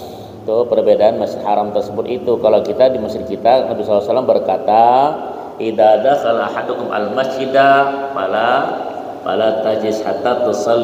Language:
Banjar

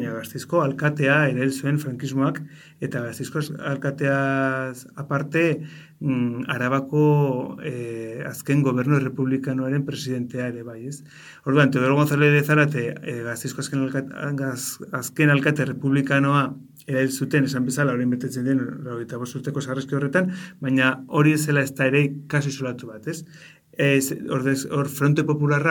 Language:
Basque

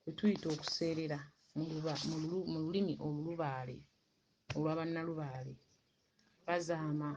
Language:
Ganda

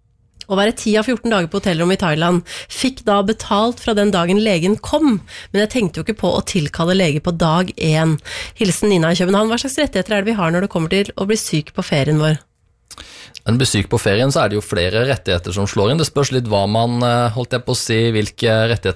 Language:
Norwegian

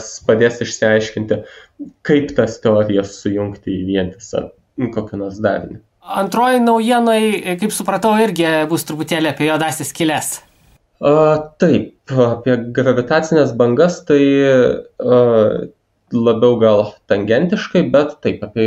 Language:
Lithuanian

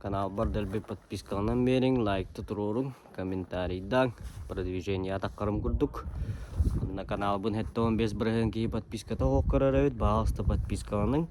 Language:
Yakut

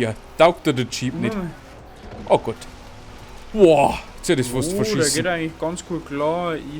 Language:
Bavarian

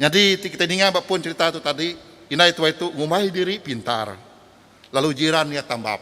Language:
Iban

